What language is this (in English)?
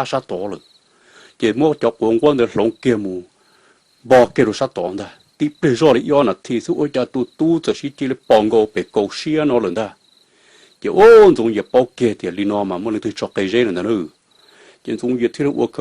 Hmong